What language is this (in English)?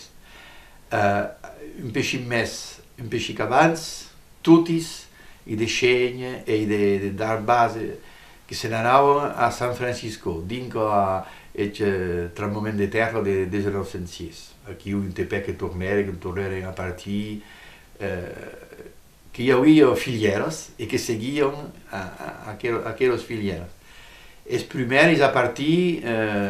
Occitan